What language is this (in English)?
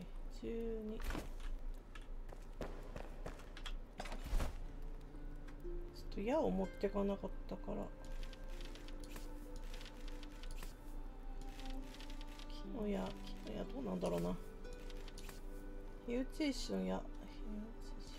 Japanese